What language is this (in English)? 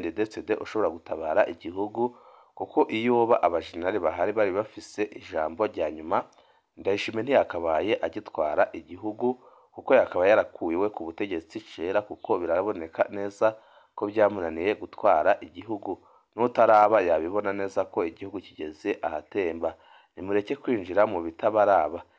Rundi